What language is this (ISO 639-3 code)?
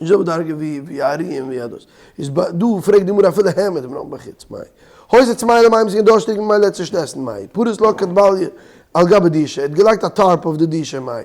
yid